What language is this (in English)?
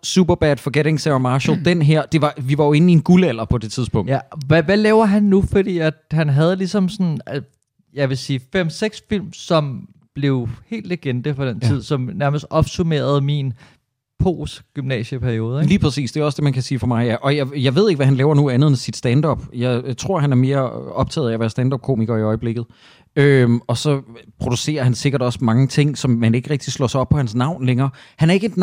Danish